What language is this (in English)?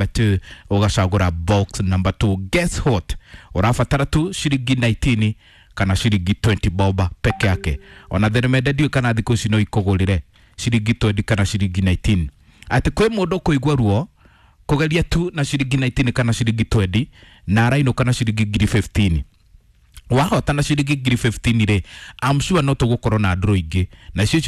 Kikuyu